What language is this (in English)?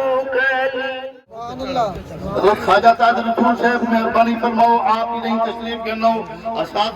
Saraiki